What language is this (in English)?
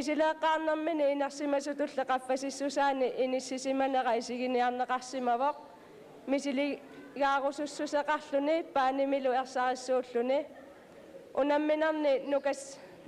Kalaallisut